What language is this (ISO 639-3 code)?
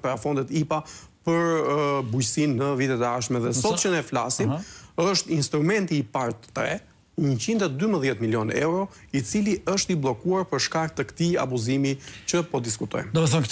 sqi